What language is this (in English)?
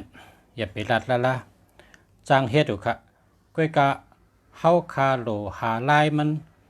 Shan